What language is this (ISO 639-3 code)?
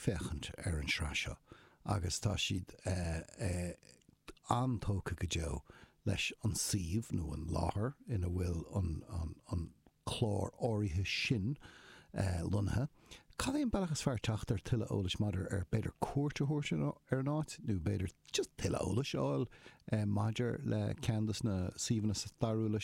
gle